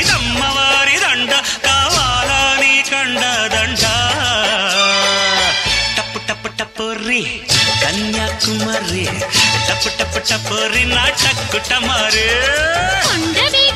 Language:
Telugu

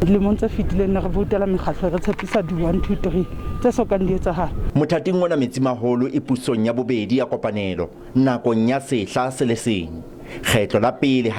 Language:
Southern Sotho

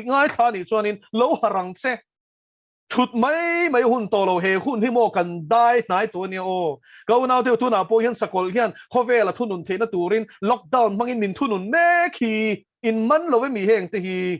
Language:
Mizo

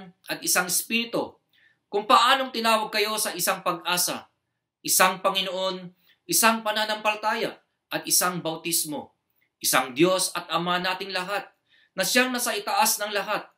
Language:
Filipino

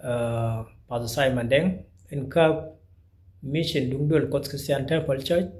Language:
Nuer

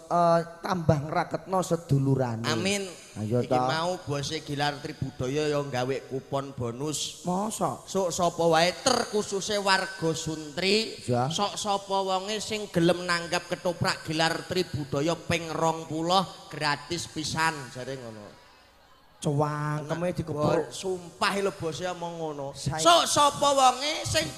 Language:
Javanese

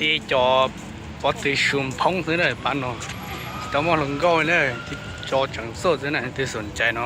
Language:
Hmong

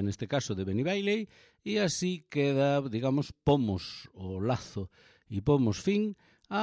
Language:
Galician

